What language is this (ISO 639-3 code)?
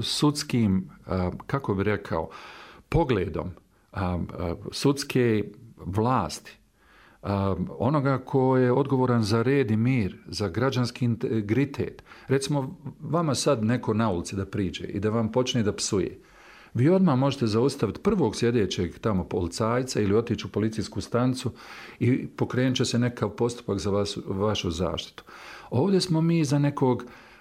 bos